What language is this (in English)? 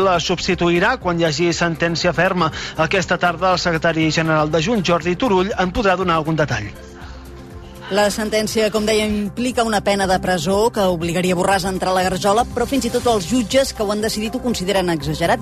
Catalan